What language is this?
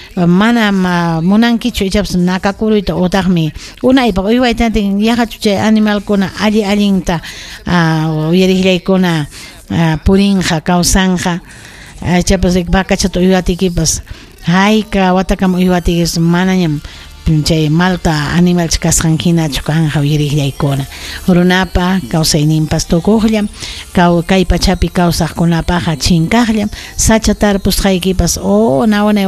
Ayacucho Quechua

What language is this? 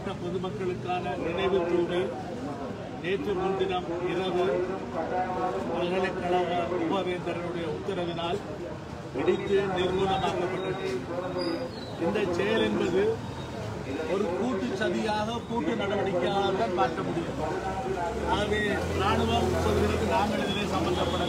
Tamil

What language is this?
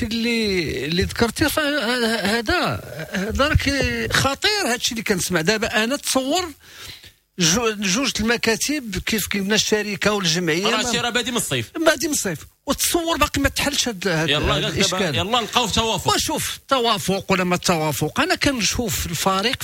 Moroccan Arabic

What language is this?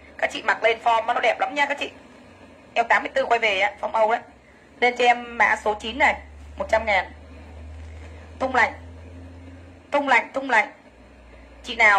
Vietnamese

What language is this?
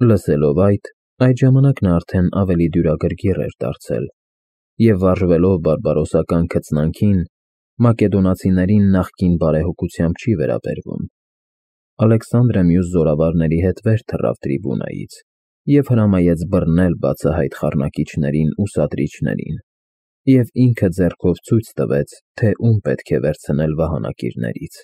Armenian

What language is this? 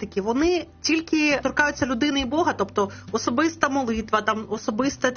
Ukrainian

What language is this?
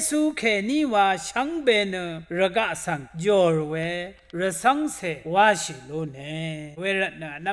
Rawang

